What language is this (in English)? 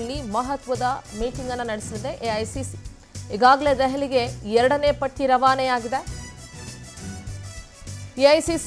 Kannada